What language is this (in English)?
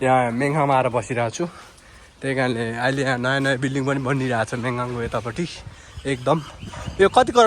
Nepali